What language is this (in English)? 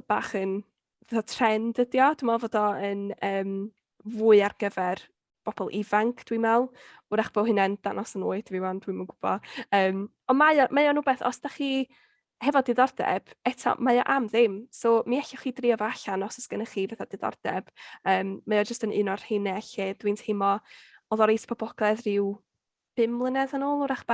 Welsh